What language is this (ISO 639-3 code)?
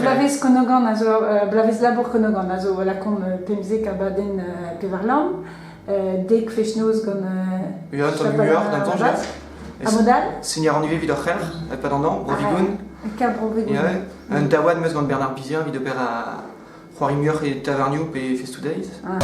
bre